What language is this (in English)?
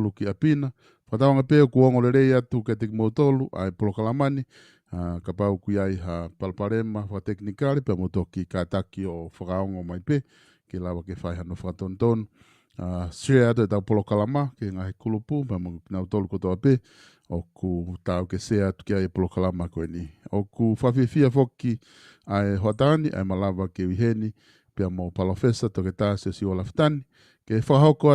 Tongan